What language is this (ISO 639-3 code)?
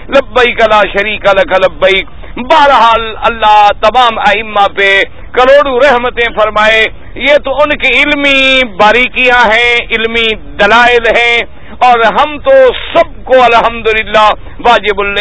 urd